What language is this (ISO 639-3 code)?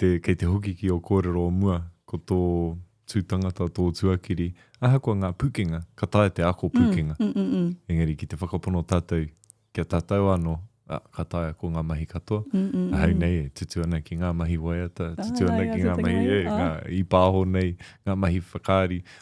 mri